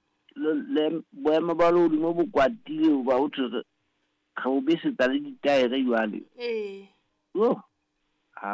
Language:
Southern Sotho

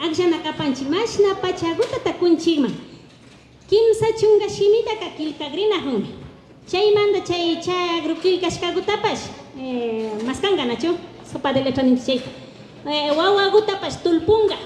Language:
Imbabura Highland Quichua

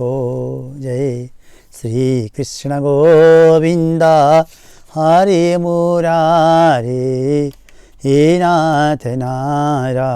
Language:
Nepali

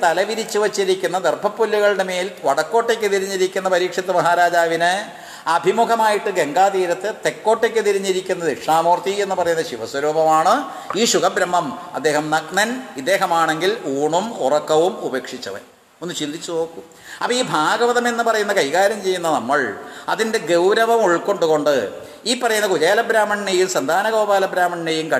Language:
Malayalam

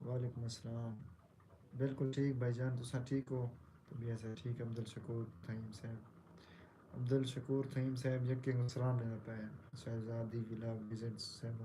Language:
Saraiki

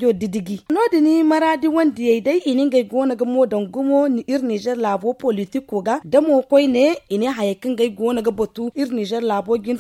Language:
Zarma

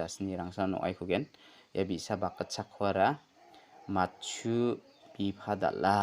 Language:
Garo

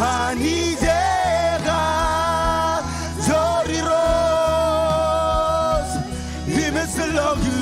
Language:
Marshallese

